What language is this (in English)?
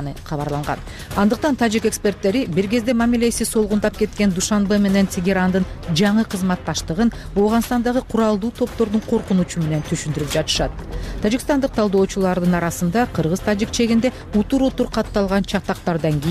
Kyrgyz